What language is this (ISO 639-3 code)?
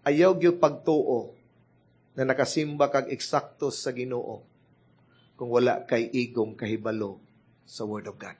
ceb